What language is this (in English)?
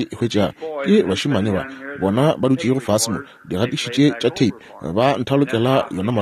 Northern Sotho